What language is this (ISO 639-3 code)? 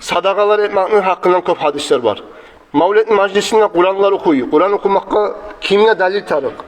kum